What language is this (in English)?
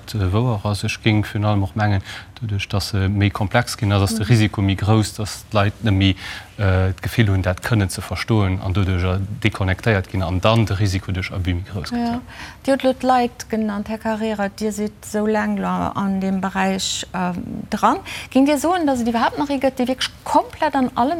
Luxembourgish